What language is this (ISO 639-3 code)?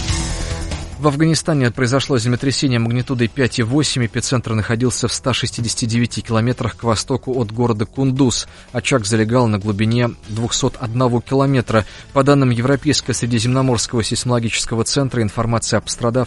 rus